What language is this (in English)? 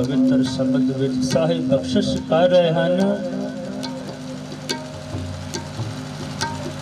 Punjabi